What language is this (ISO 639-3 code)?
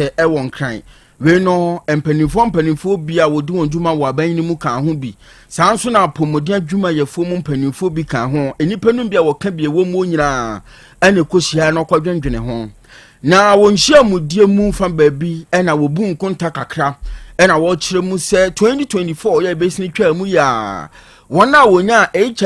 aka